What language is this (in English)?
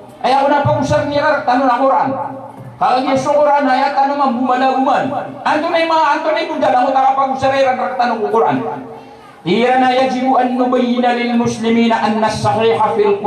Maranao